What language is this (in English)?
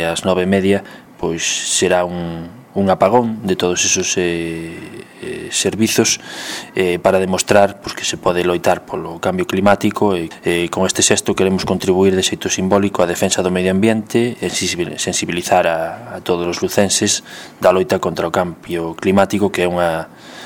Galician